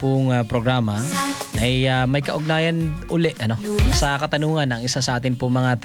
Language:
Filipino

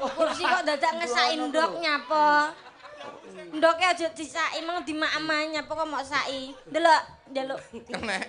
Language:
Javanese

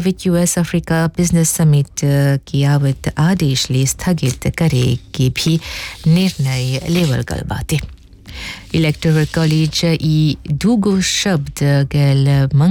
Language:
Bhojpuri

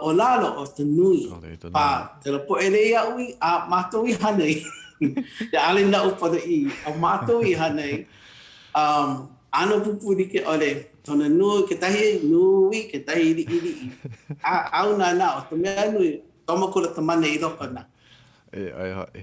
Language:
Hawaiian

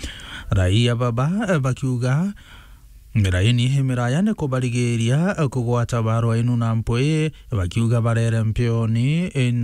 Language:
Meru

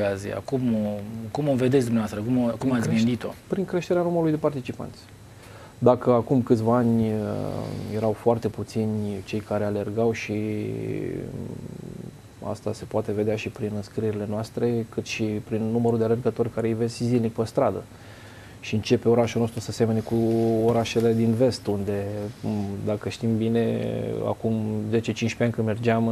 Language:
Romanian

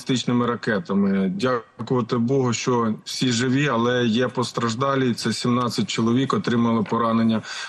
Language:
Ukrainian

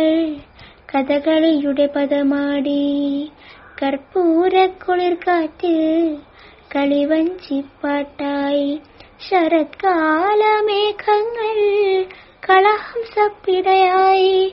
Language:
Malayalam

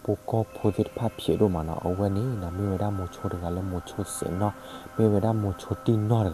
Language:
S'gaw Karen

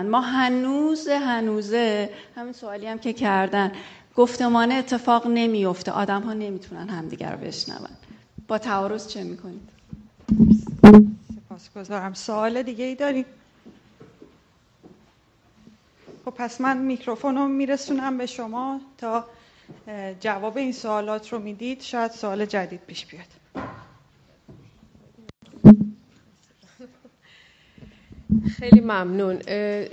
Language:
Persian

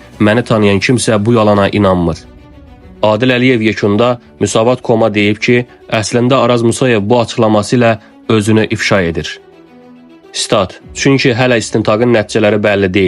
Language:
Azerbaijani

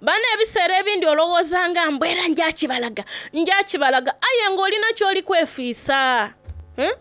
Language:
Soga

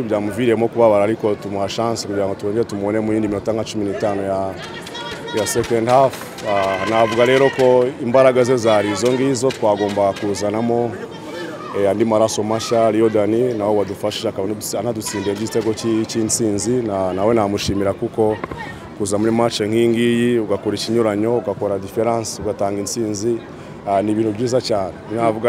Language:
Kinyarwanda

